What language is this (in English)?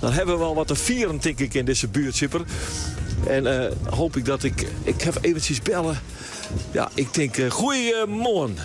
Western Frisian